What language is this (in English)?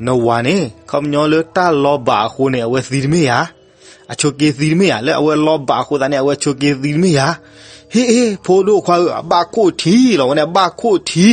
S'gaw Karen